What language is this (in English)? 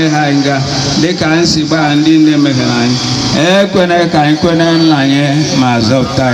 Igbo